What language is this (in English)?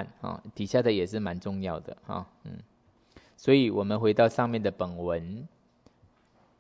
Chinese